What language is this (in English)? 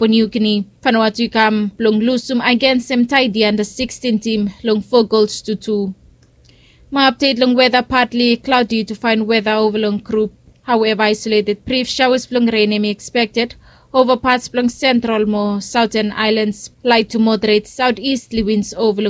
Bislama